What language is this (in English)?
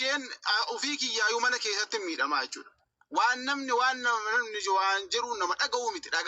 Oromo